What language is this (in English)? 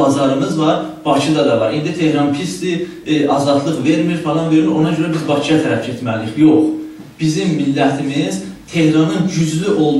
South Azerbaijani